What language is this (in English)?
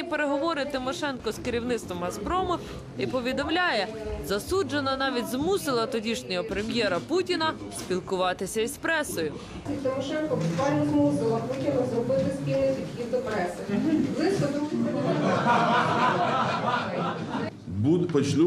Ukrainian